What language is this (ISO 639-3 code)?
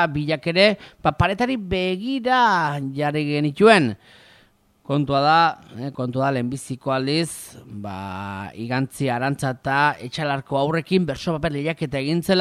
eus